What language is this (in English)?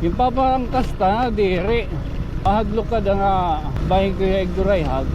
Waray